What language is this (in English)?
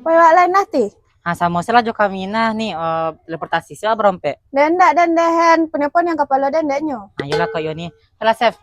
Minangkabau